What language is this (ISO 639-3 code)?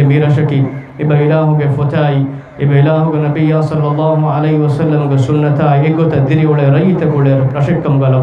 div